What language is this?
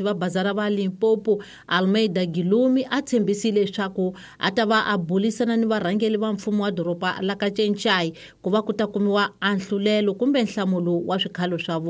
Tsonga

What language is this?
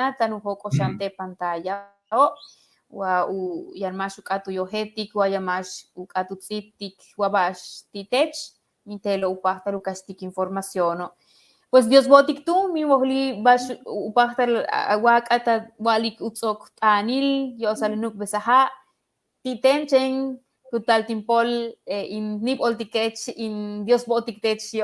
Yucateco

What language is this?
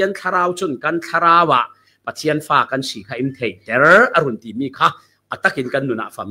Falam Chin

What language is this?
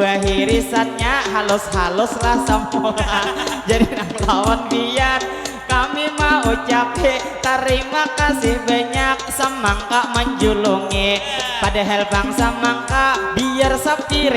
Banjar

